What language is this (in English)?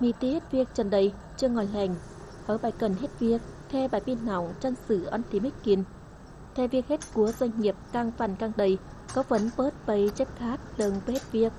Tày